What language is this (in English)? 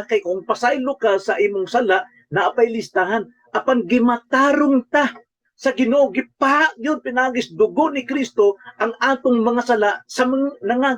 Cebuano